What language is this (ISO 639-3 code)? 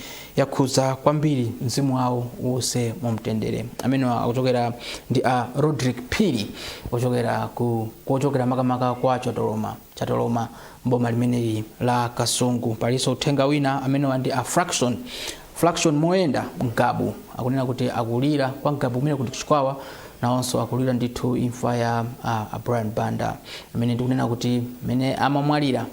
nya